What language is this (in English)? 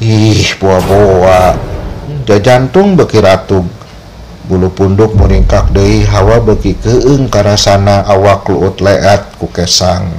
Sundanese